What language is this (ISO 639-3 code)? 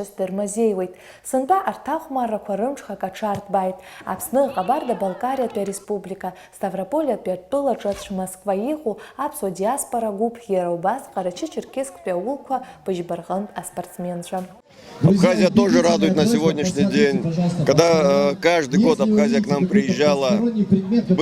abk